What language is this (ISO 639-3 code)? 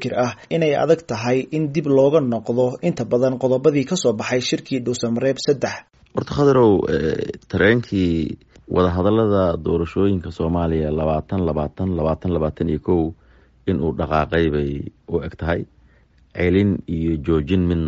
som